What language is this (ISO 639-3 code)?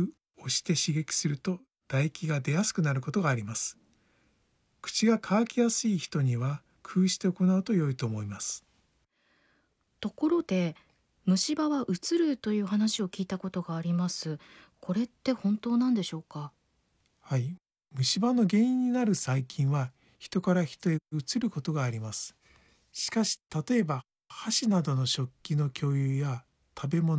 jpn